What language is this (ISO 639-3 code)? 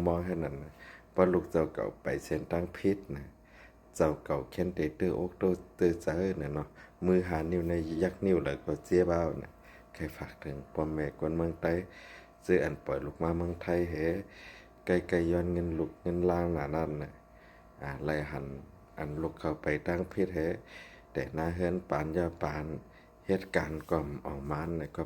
shn